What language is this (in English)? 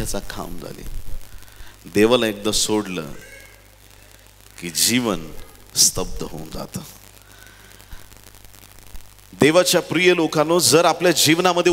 Marathi